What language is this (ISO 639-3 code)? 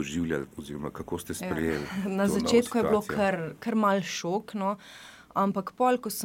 slv